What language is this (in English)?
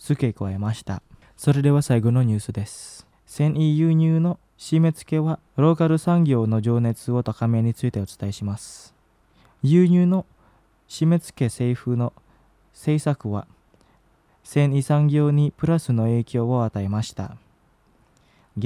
Japanese